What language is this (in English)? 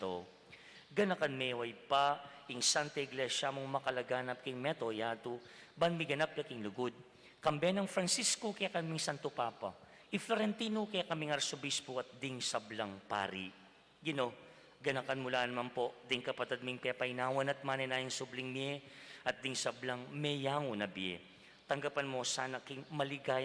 Pampanga